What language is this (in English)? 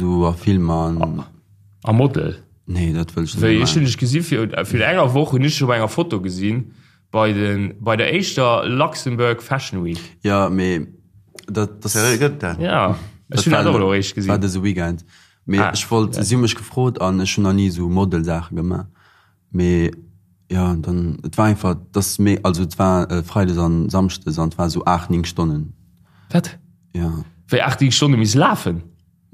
Luxembourgish